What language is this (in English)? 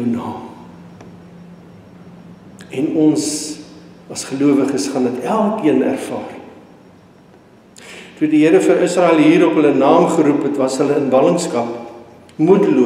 Afrikaans